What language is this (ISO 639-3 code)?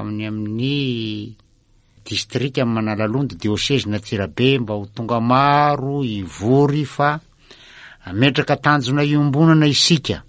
mlg